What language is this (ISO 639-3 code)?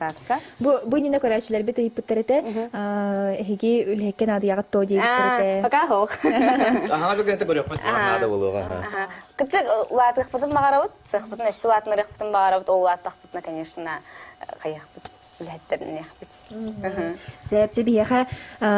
sah